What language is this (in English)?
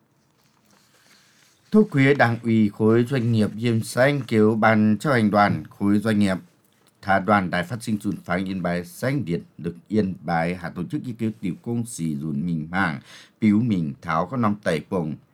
Vietnamese